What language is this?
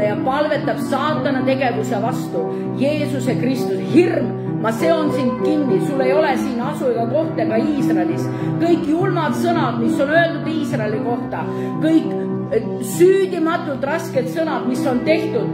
Estonian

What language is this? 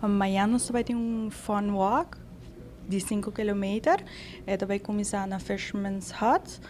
Papiamento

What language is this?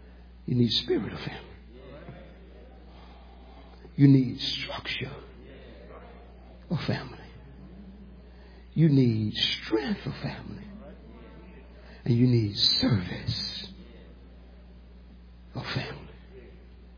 English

